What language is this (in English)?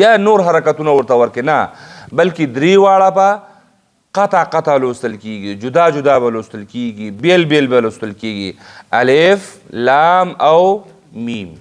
Pashto